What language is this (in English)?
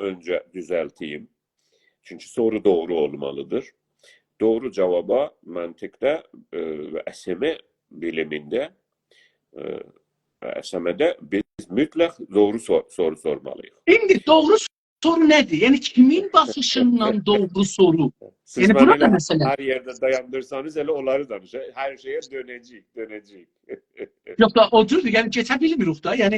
South Azerbaijani